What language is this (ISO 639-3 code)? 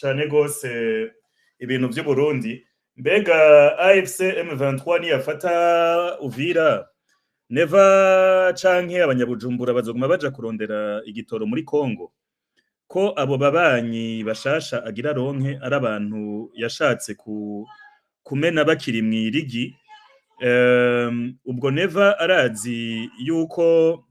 run